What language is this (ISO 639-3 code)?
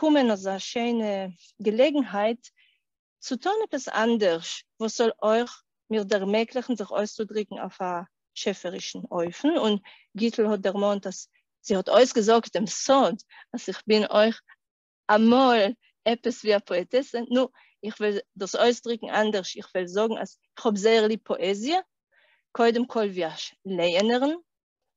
yid